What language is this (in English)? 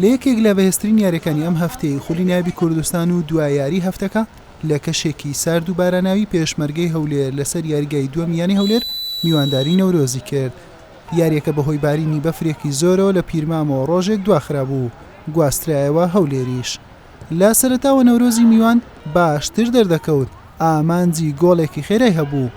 Central Kurdish